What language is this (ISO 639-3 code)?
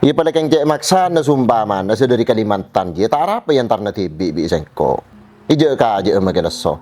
mad